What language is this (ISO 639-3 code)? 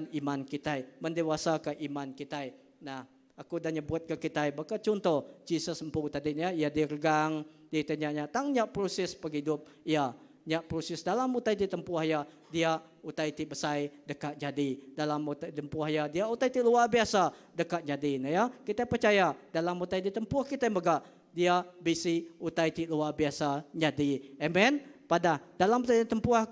iba